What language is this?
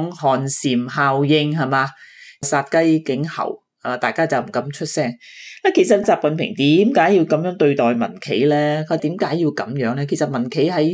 Cantonese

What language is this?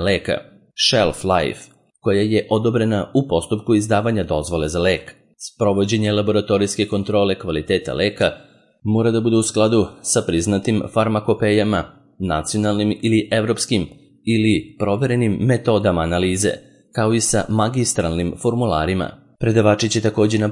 Serbian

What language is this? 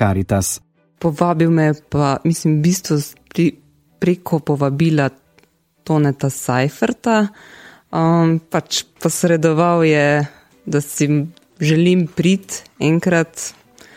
Slovenian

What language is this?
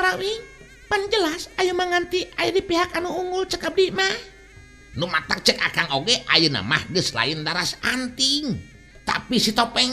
Sundanese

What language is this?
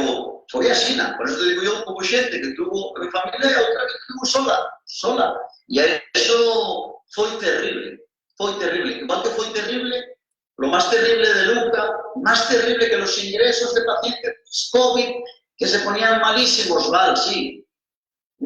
Asturian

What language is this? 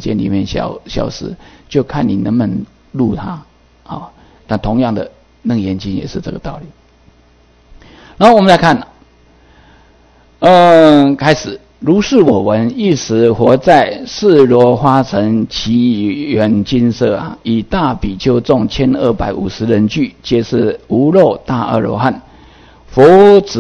Chinese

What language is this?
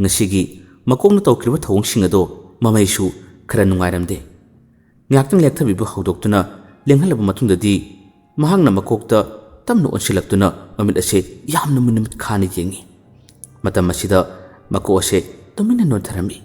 Manipuri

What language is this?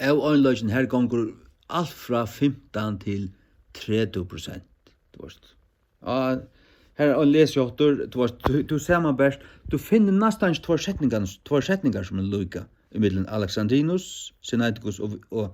Faroese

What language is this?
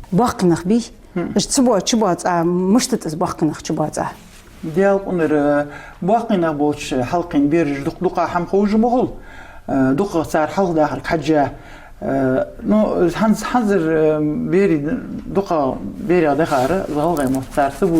Ingush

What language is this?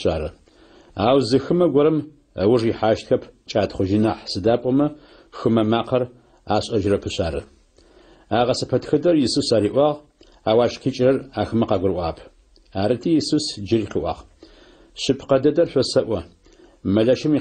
Adyghe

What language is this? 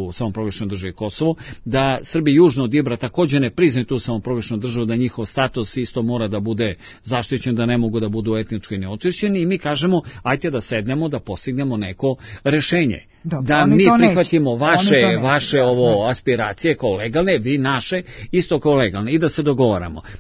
Serbian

